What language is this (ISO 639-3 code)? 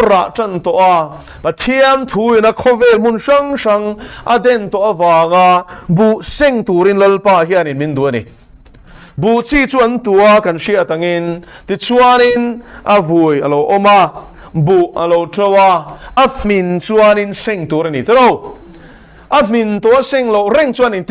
lus